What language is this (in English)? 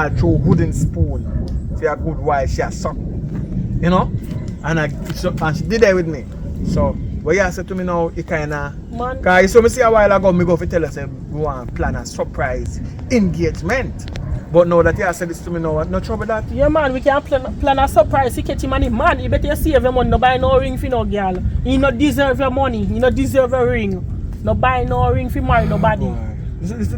Jamaican Creole English